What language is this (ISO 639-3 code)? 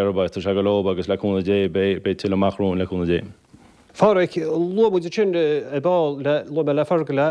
gle